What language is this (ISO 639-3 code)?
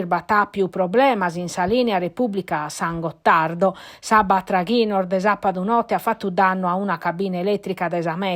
srd